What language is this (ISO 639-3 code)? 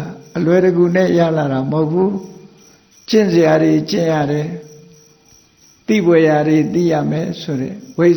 mya